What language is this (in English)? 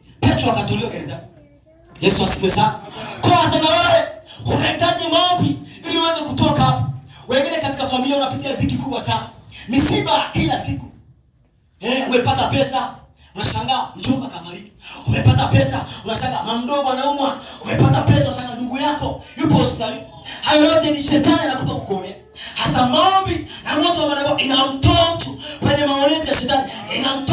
Swahili